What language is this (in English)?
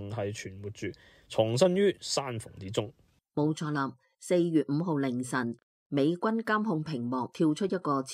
Cantonese